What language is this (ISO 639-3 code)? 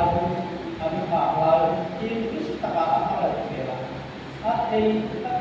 hmr